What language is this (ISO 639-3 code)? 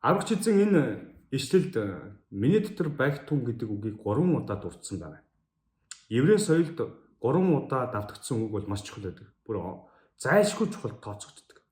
mon